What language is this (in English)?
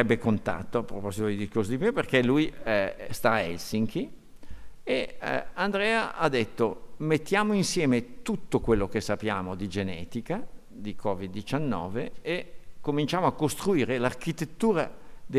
Italian